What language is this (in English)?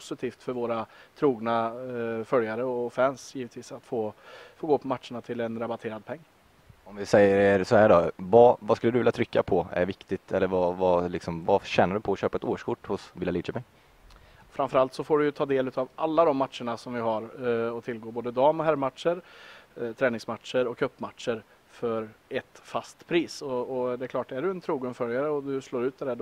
Swedish